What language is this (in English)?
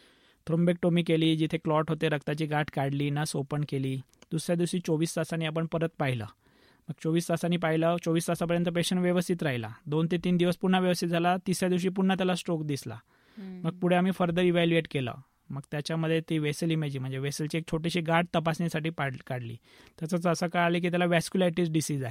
Marathi